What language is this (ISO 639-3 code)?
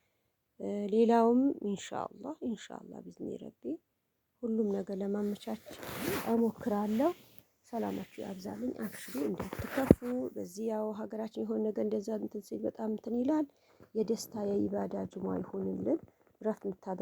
amh